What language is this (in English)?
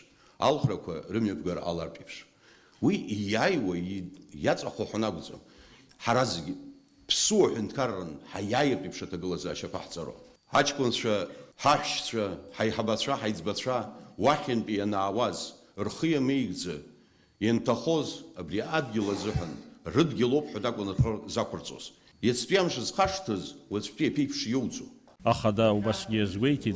Abkhazian